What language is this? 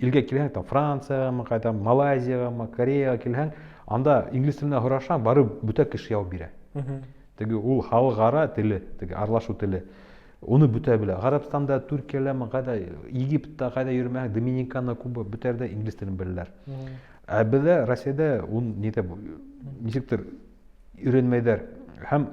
Bashkir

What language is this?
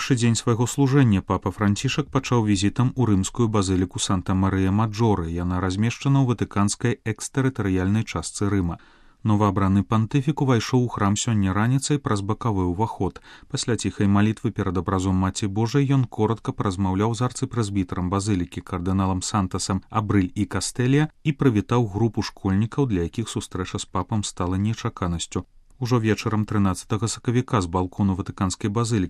Belarusian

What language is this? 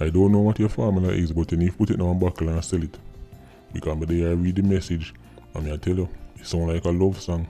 Jamaican Creole English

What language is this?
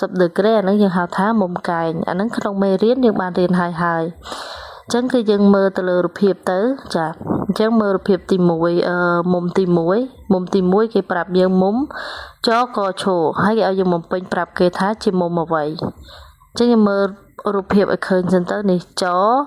Khmer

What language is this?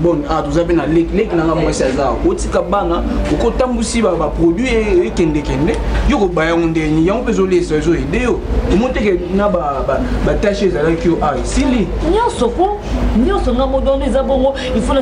Lingala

